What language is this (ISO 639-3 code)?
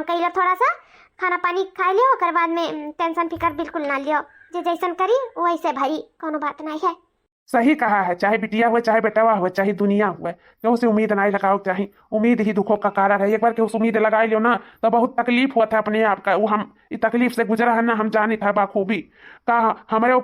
awa